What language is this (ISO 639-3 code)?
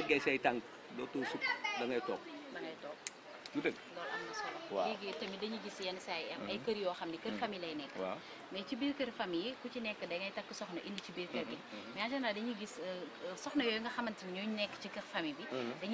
wol